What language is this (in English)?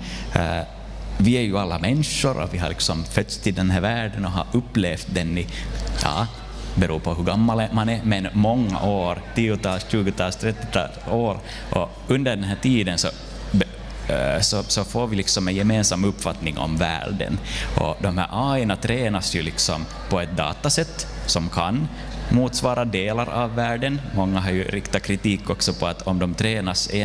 Swedish